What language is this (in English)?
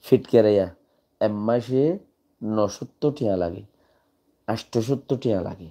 Rohingya